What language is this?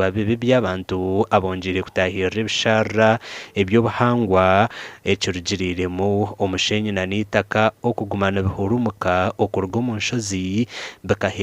Nyankole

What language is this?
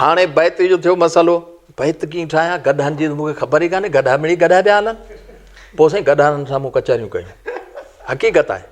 Sindhi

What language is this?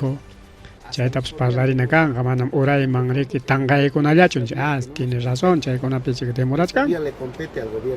Ayacucho Quechua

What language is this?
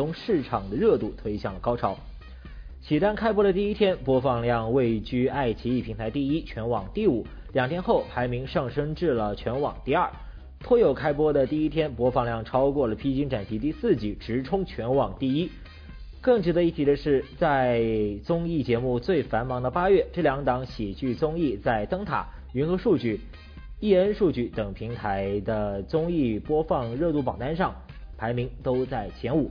Chinese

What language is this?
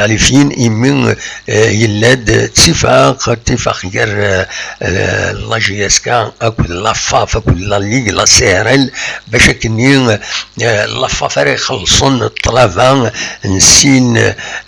Kabyle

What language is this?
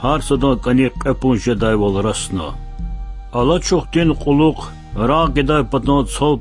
Lezghian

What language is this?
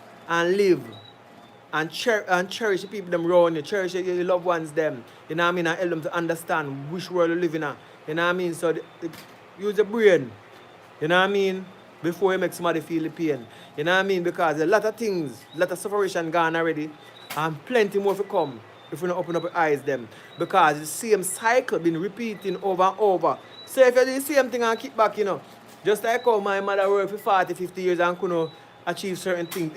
Jamaican Creole English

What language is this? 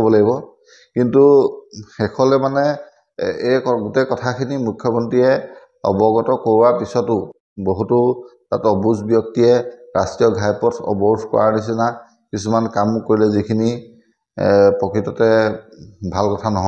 Assamese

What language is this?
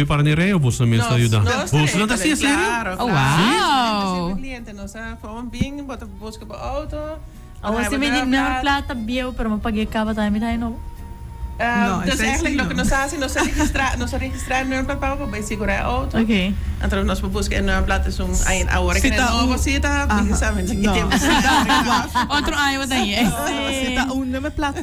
Papiamento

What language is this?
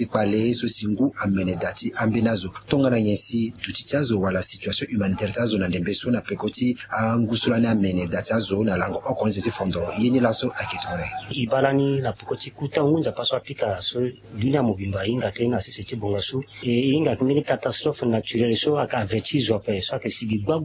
Sango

